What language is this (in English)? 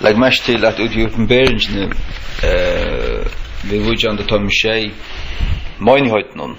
Faroese